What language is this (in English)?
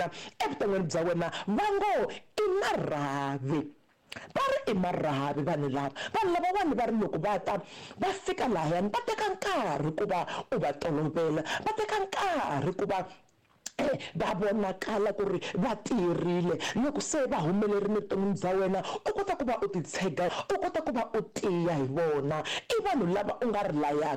Tsonga